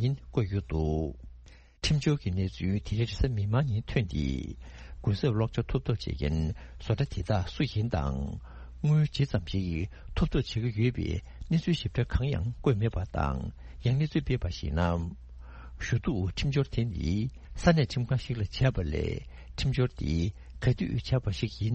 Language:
Tibetan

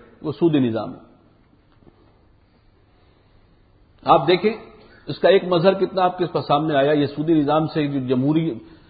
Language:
Urdu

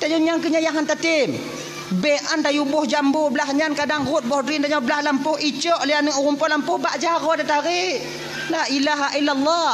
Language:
Achinese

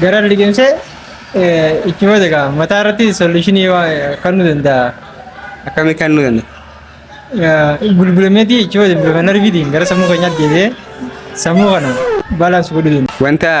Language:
Oromo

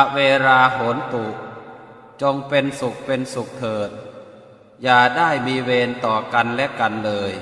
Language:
Pali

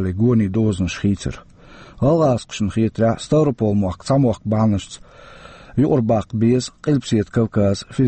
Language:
Chechen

